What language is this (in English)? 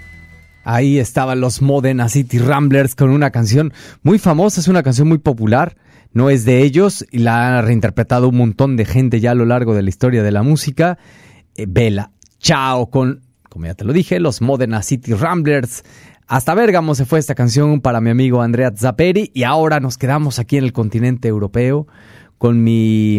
Spanish